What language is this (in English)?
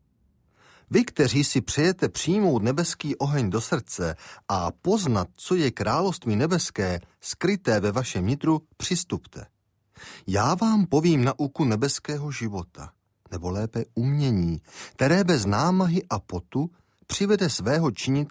Czech